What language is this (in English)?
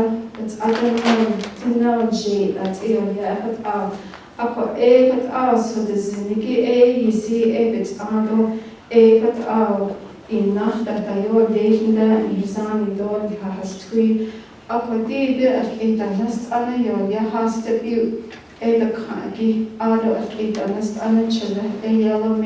Navajo